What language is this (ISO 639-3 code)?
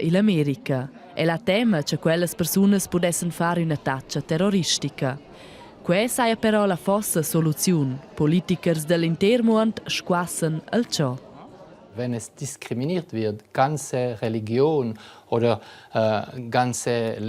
roh